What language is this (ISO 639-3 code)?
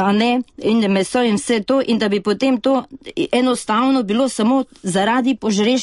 slv